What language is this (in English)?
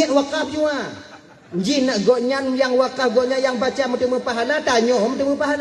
Achinese